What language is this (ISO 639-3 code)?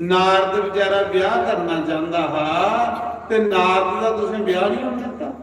doi